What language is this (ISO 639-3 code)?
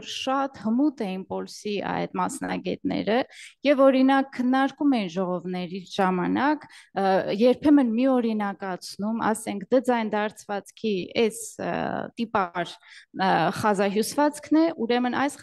hye